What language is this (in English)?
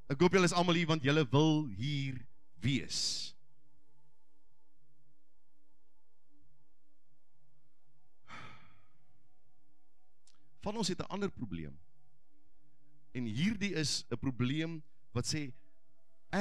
Afrikaans